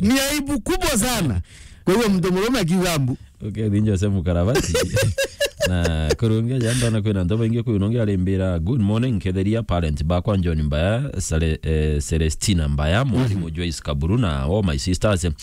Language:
Meru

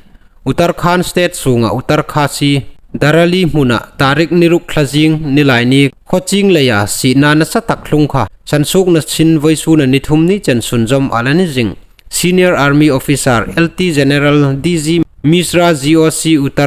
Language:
Hmar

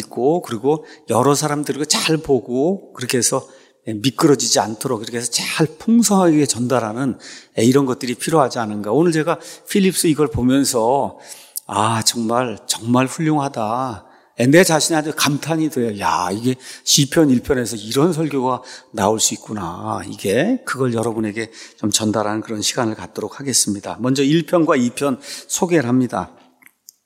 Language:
Korean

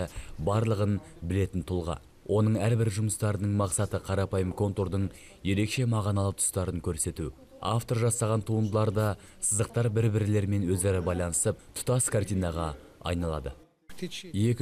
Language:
Kazakh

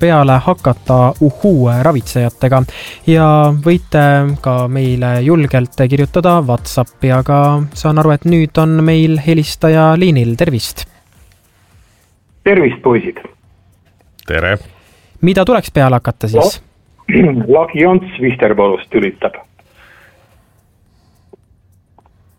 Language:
Estonian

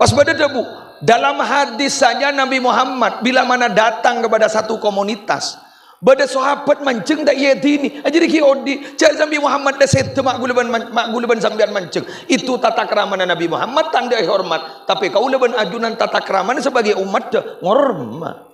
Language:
Madurese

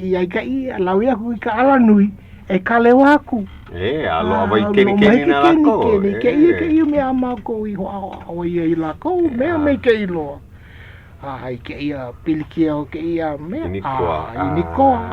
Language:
Hawaiian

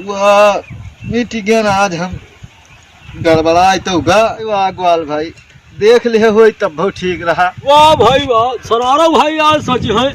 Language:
Awadhi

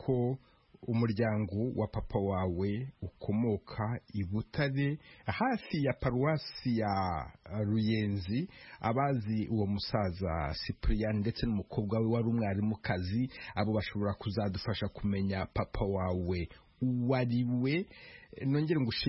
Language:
Kinyarwanda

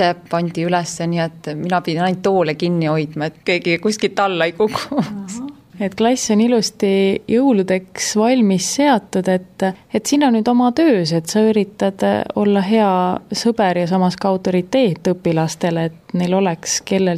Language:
Estonian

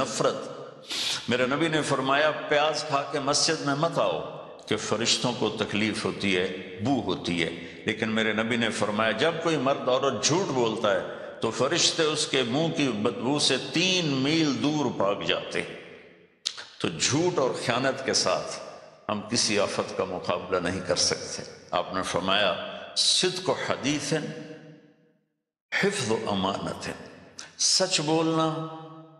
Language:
Urdu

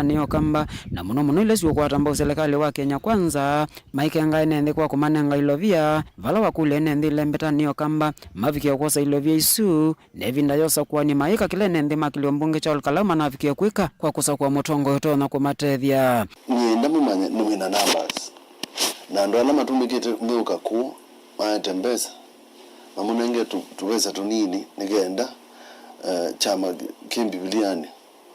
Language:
Kamba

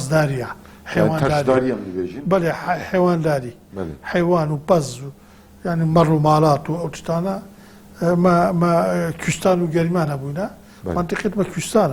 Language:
Kurdish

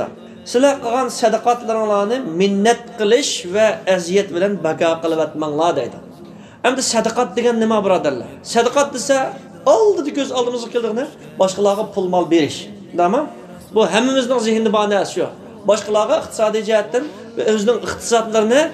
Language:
Uyghur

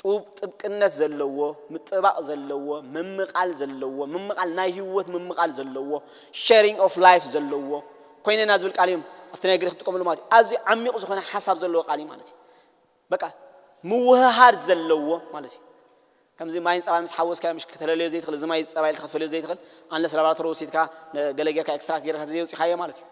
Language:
Tigrinya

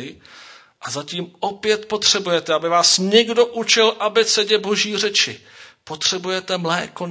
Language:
Czech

